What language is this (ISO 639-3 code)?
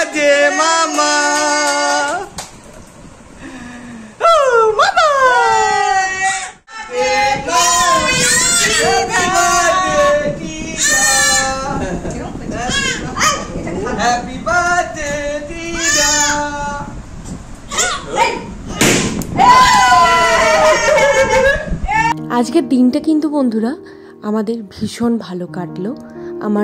ben